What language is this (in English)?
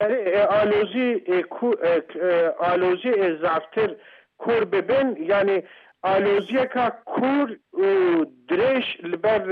Kurdish